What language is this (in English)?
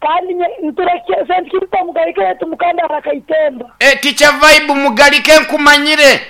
Nyankole